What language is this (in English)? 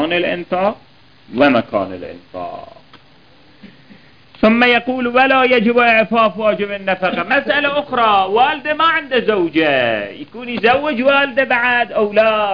Arabic